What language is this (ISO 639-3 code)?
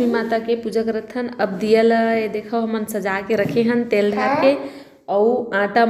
hne